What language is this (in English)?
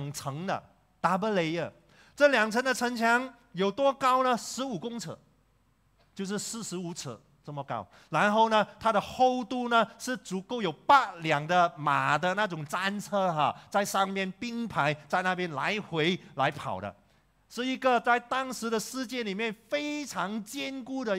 Chinese